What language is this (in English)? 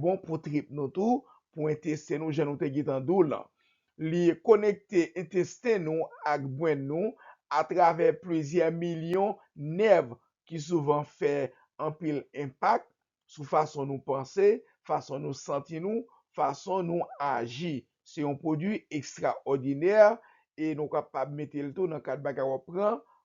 Haitian Creole